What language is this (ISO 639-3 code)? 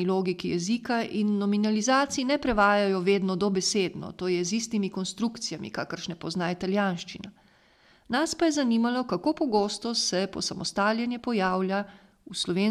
slv